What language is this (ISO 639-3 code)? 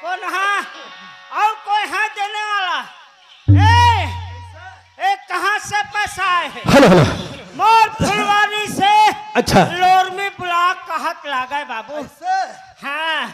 hne